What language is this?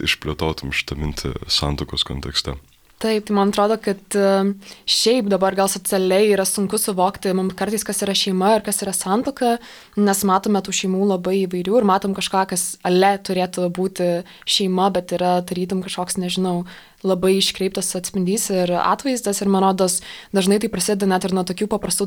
Lithuanian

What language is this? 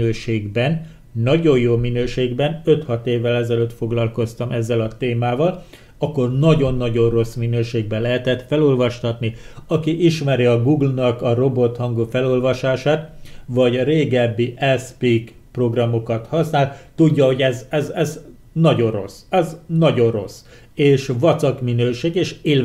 Hungarian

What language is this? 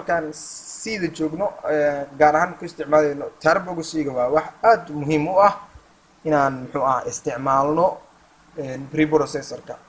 Somali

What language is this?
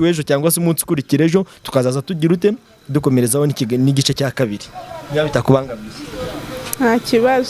Kinyarwanda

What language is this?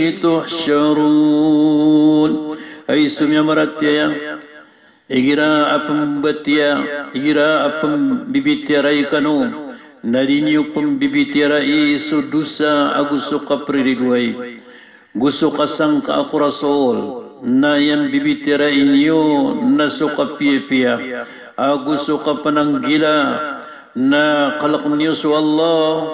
Maranao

